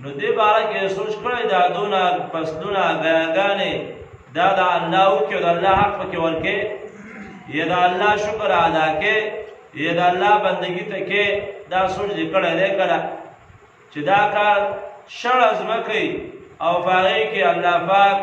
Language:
Pashto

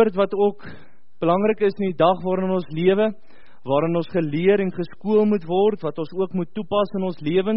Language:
Afrikaans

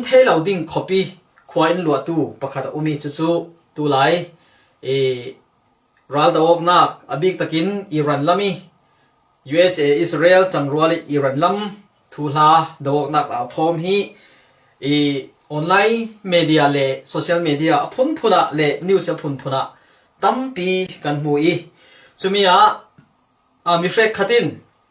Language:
Falam Chin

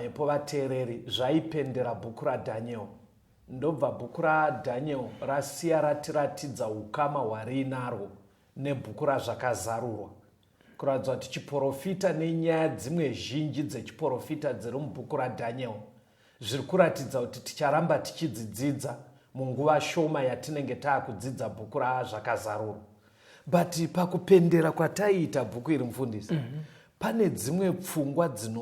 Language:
Shona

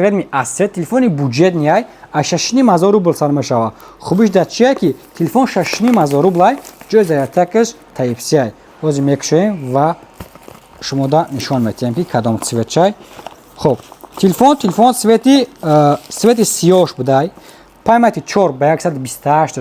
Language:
Tajik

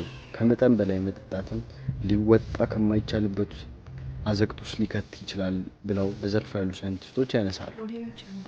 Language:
Amharic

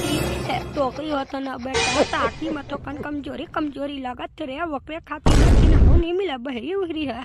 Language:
Chhattisgarhi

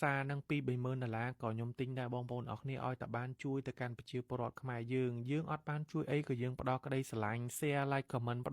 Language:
Khmer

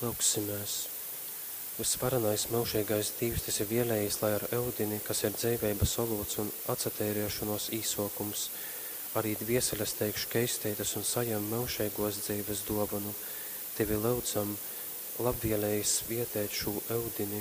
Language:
Latgalian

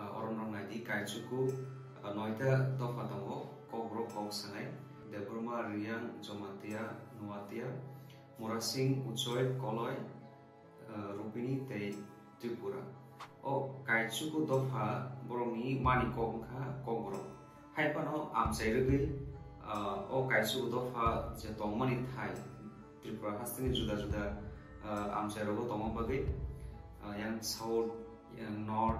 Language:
Kok Borok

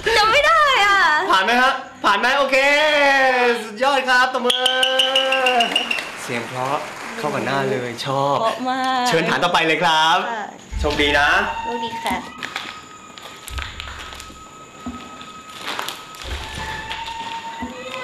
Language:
Thai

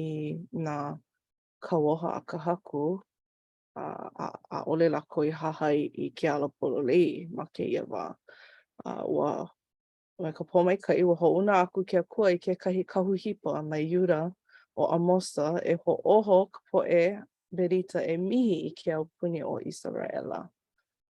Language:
Hawaiian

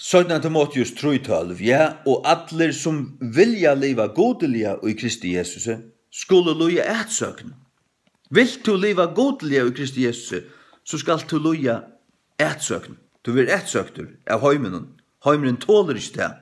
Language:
Faroese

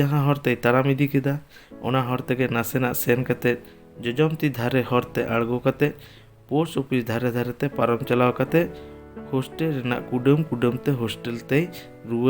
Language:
Santali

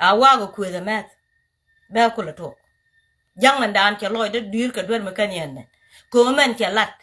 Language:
Nuer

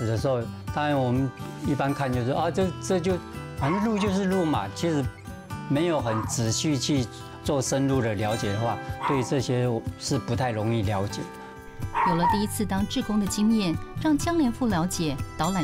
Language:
Chinese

